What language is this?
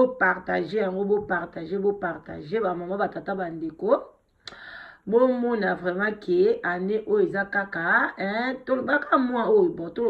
Lingala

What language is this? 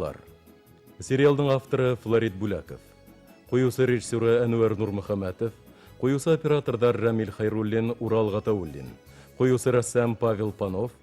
Bashkir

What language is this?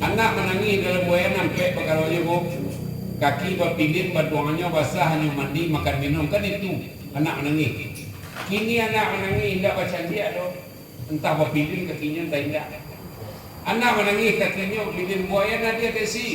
Minangkabau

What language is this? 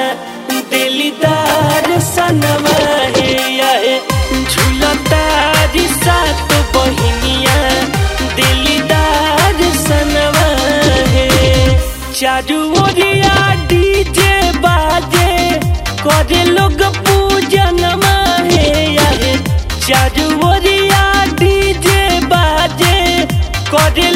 Bhojpuri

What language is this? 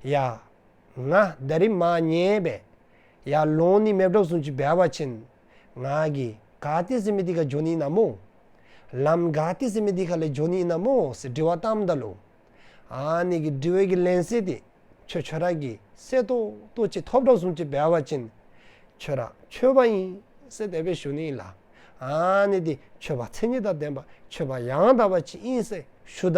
Dzongkha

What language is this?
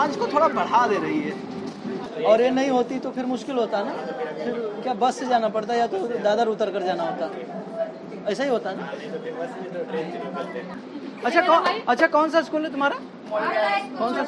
Hindi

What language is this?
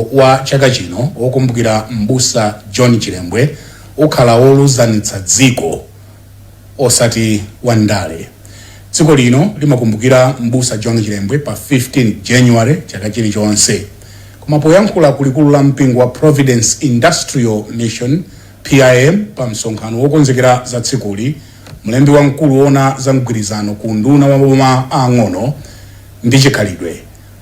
Nyanja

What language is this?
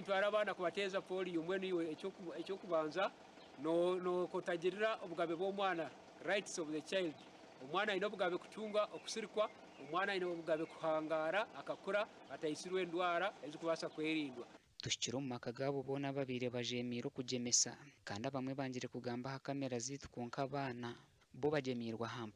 Nyankole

